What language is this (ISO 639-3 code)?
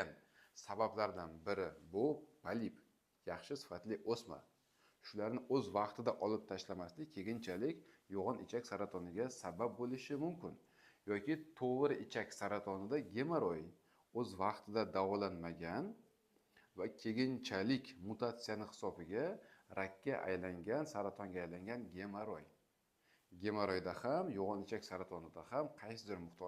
uzb